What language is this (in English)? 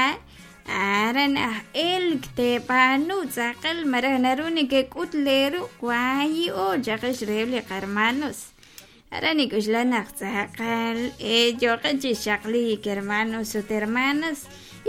Kekchí